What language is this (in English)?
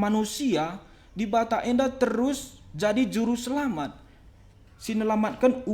Batak Karo